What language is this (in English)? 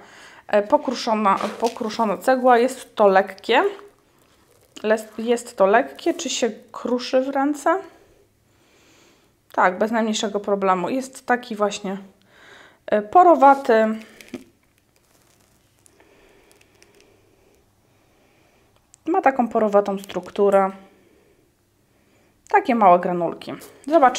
Polish